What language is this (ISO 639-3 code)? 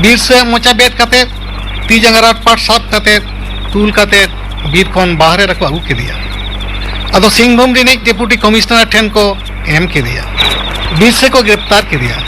sat